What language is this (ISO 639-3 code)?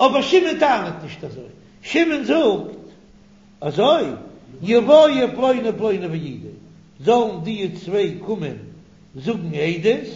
yid